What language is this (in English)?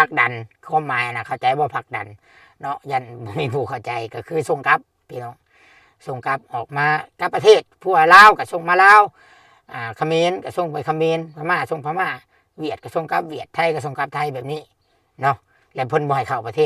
Lao